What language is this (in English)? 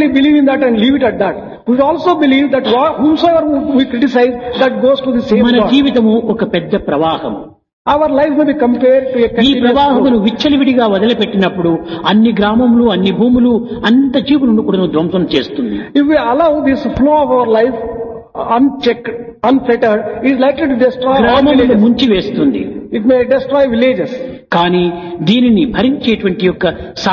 Telugu